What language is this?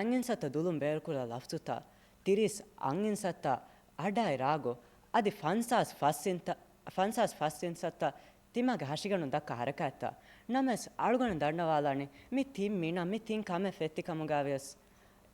Divehi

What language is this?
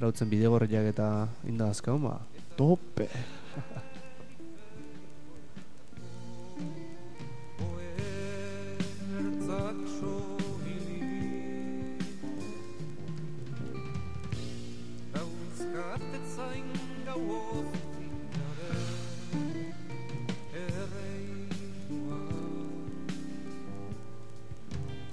Basque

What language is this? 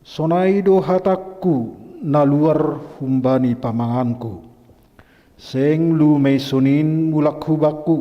Batak Simalungun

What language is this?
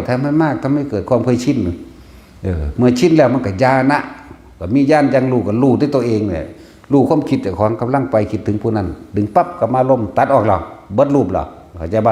Northeastern Thai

